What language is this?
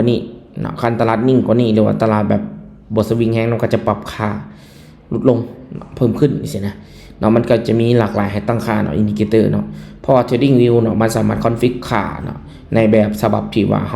Lao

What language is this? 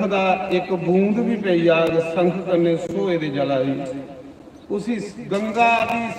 Dogri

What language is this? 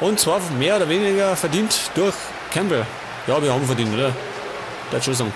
Bavarian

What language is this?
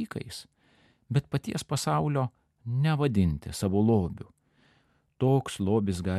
Lithuanian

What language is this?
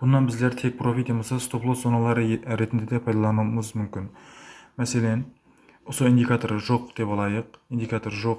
Kara-Kalpak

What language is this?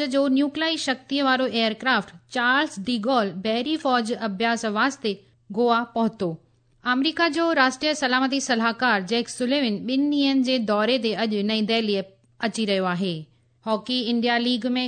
Sindhi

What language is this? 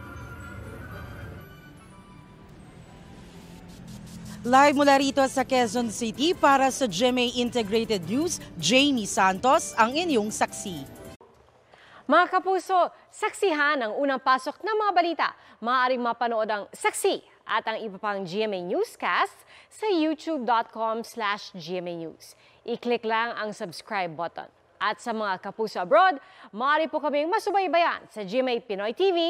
Filipino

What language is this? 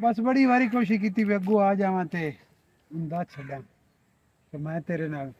Western Panjabi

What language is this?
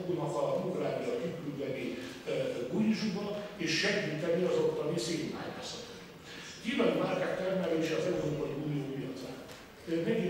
Hungarian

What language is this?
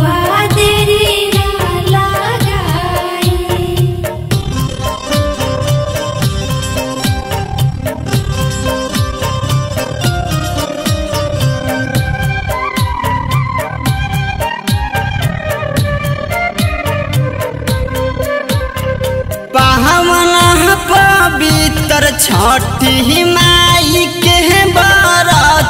Bhojpuri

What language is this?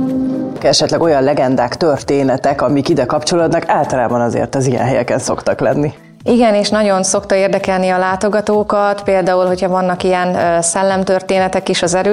Hungarian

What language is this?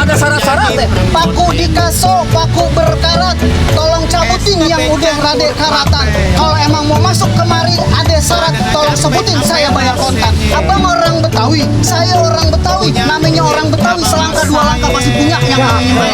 Betawi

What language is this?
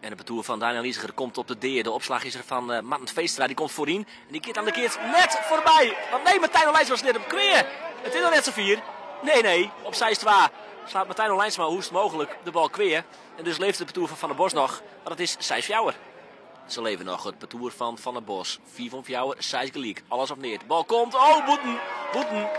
Western Frisian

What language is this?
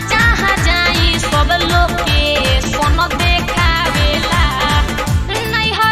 Bhojpuri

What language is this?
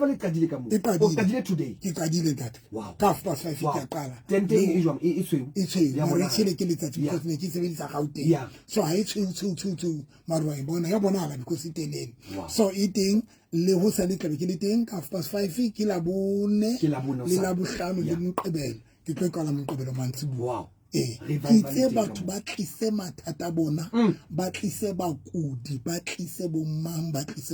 Southern Sotho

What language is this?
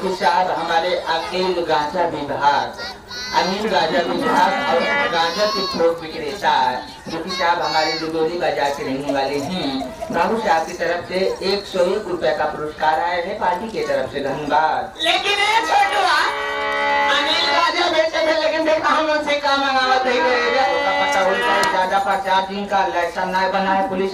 Bhojpuri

